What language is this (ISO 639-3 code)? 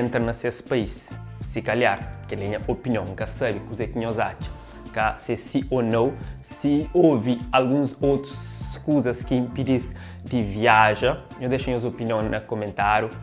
kea